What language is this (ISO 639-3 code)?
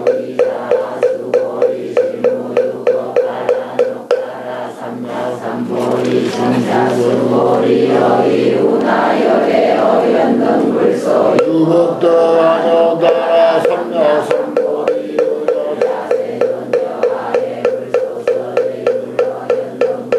kor